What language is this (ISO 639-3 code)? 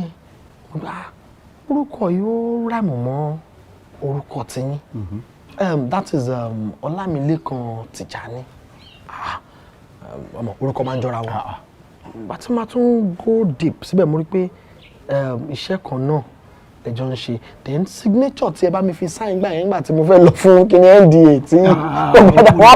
yor